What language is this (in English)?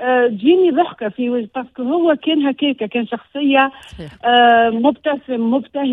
Tunisian Arabic